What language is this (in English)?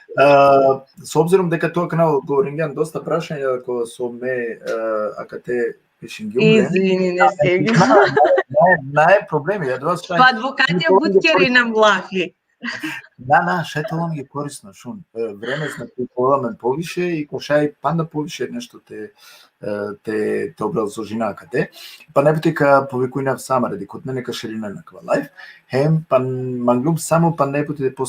Balkan Romani